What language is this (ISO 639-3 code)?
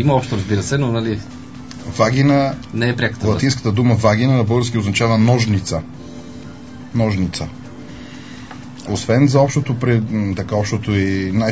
bul